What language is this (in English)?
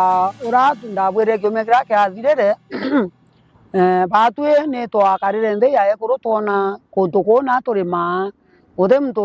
Meru